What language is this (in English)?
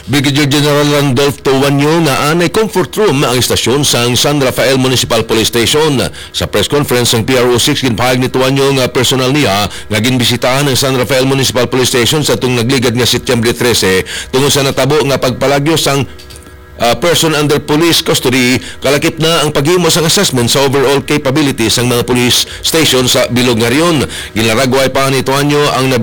Hiligaynon